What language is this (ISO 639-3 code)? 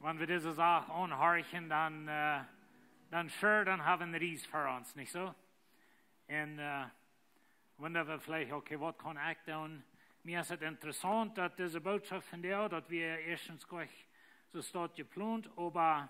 pdt